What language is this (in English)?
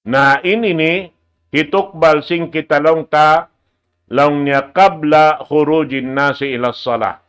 Tausug